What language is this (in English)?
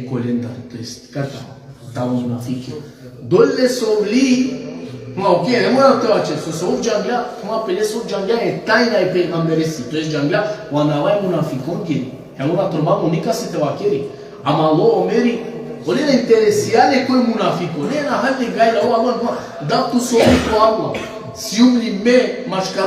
Balkan Romani